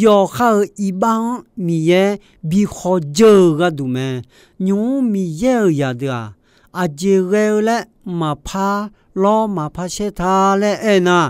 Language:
Akha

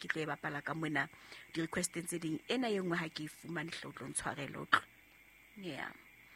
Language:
Southern Sotho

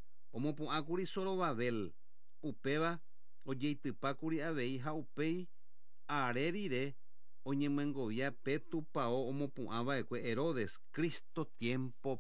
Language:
Guarani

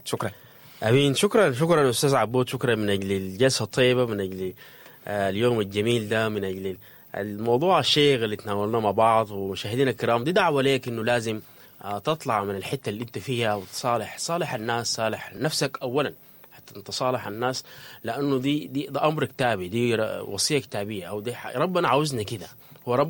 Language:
Sudanese Arabic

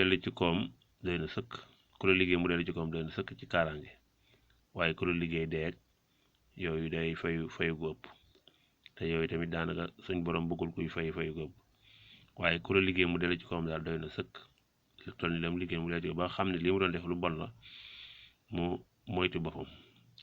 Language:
Wolof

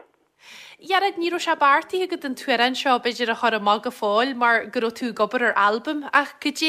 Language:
Irish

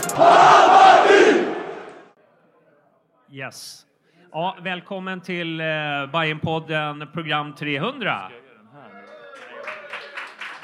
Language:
Swedish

